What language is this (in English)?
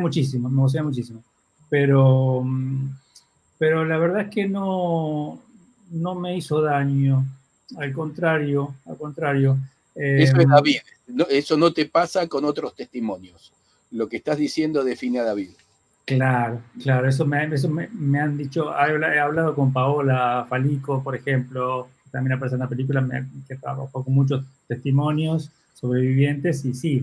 Ladino